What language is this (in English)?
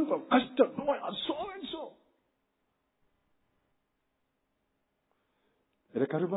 Tamil